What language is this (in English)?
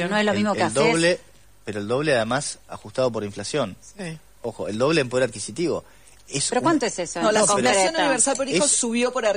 Spanish